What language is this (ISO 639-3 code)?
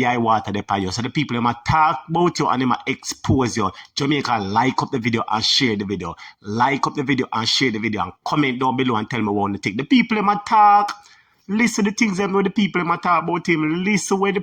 jam